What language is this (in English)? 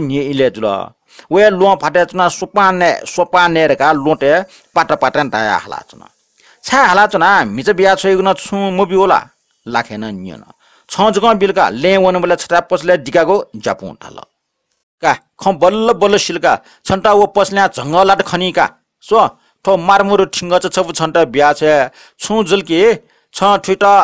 Newari